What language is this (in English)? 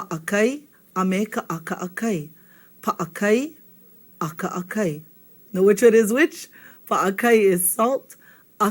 Hawaiian